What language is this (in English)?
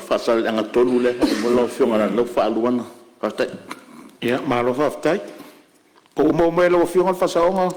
Samoan